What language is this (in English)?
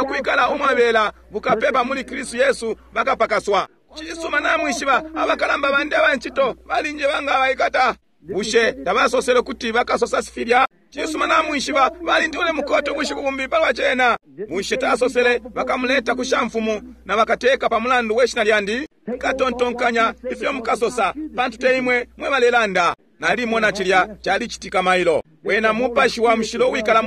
Bemba